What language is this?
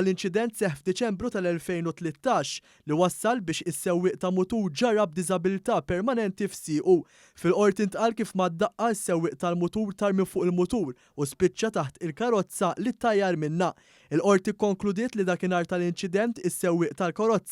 Maltese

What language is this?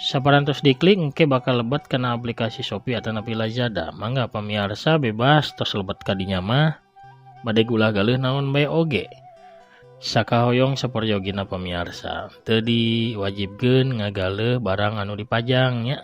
Sundanese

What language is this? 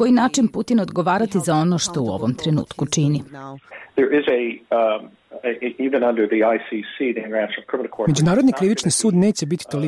Bosnian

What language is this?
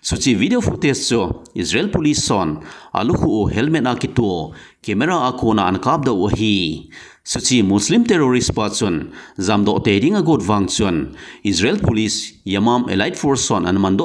Thado Chin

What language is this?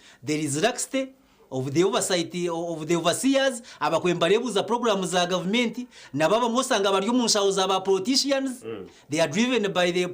Nyankole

